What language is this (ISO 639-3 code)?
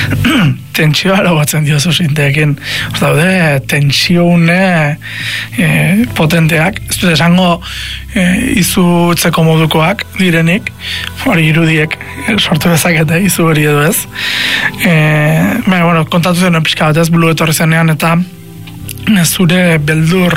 eus